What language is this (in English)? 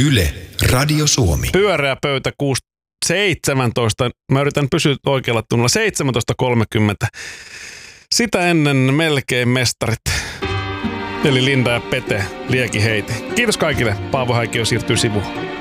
Finnish